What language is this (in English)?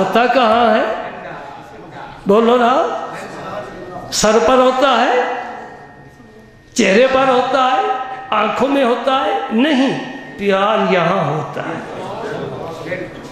Urdu